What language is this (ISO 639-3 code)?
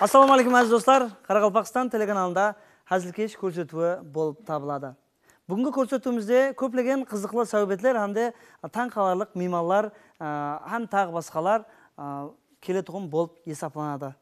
kaa